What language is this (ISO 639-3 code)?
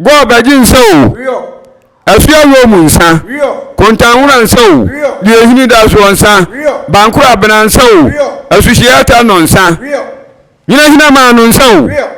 aka